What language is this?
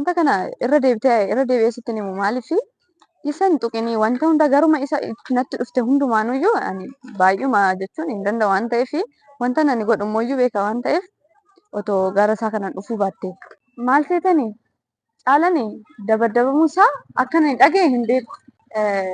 Oromo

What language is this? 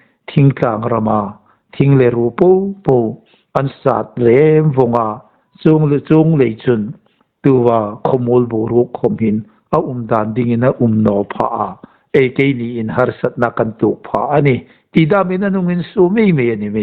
Hmar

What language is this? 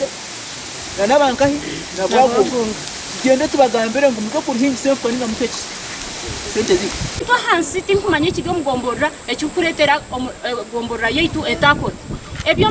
Nyankole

